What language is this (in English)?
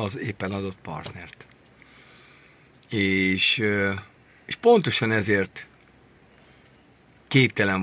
Hungarian